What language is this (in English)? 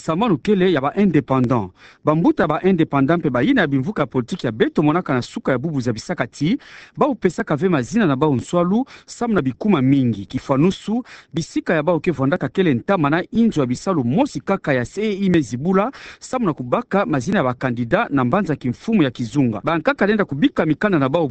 Kituba (Democratic Republic of Congo)